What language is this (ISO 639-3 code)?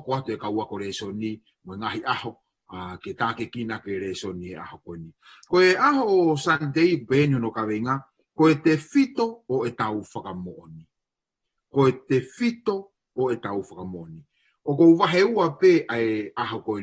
ton